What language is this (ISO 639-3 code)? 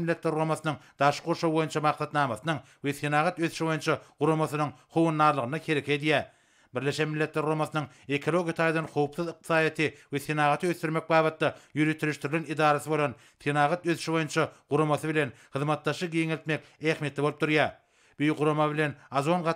tuk